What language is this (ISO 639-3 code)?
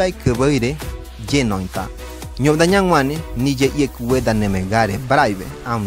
gym